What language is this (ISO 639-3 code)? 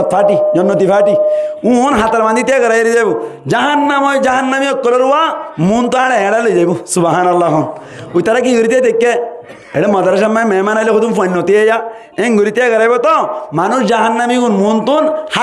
rhg